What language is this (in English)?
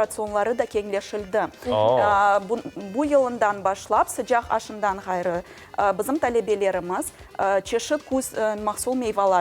Crimean Tatar